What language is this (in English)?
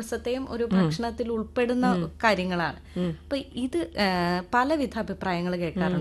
Malayalam